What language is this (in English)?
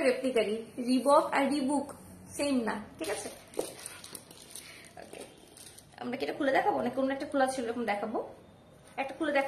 Bangla